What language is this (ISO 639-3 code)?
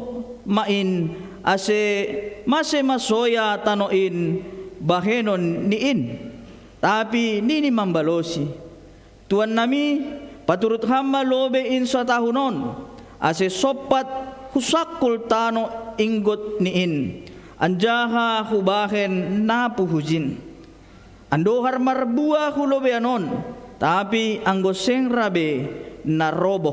bts